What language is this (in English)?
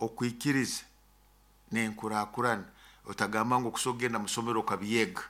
Nyoro